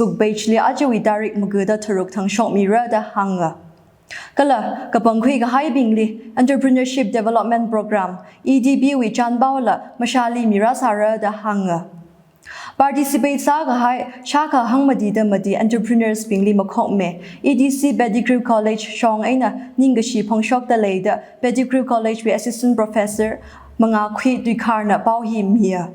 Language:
Tangkhul Naga (India)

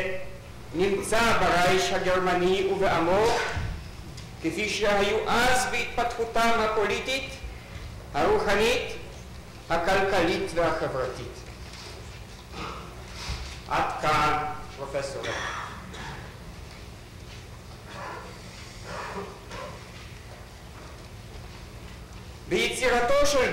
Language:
Hebrew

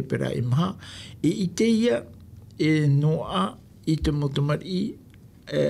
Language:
Tahitian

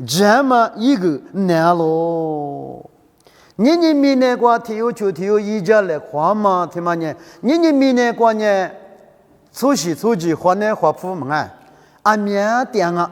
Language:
Lisu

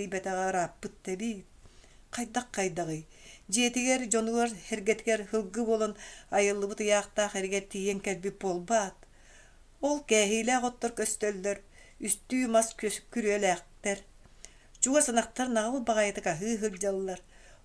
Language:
Yakut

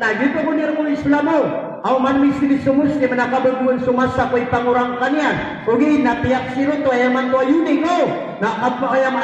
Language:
Maranao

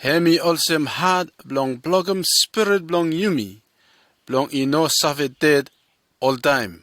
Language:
Bislama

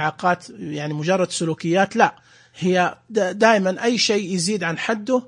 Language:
Najdi Arabic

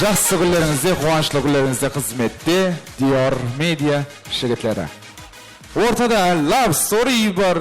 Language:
Kara-Kalpak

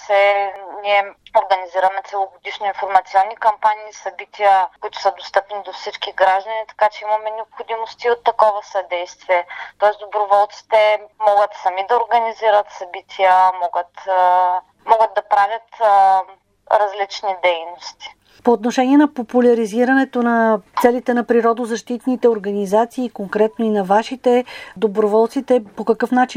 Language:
Bulgarian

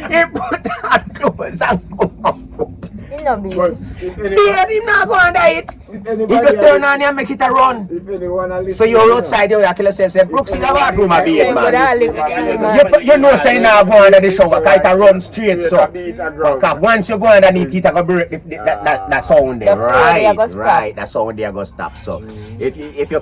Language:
Jamaican Creole English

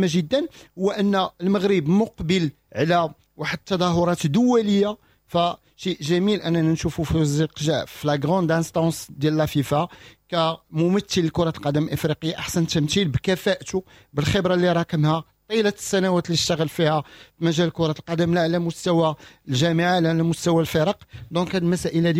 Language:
Moroccan Arabic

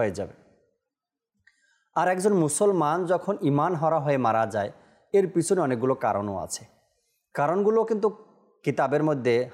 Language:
Bangla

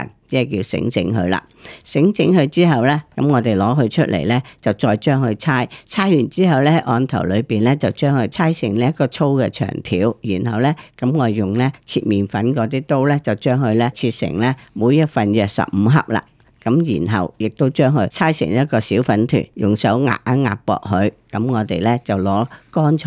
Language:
Cantonese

